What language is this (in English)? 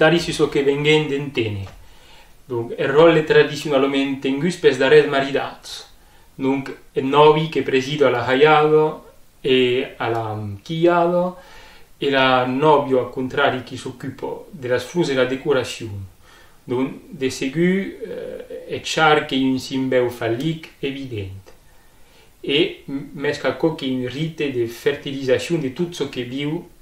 Occitan